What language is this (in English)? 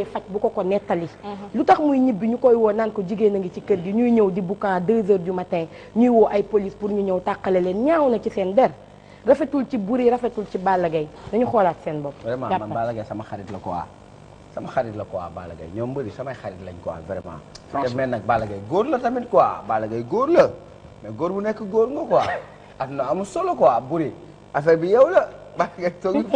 Wolof